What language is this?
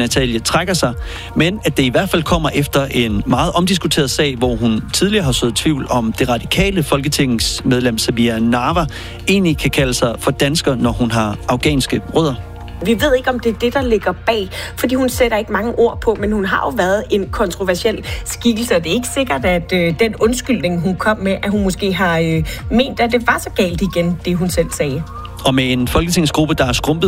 Danish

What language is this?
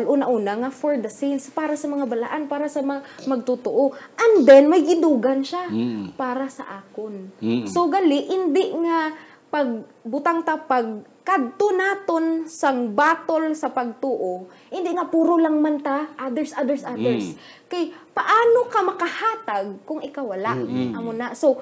Hiligaynon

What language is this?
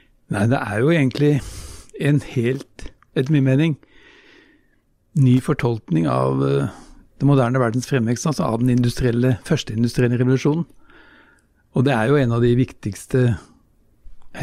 Norwegian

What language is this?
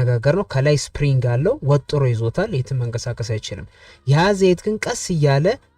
Amharic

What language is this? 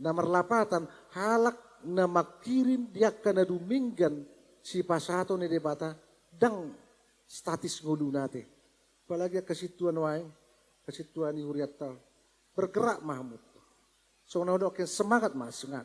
Batak Toba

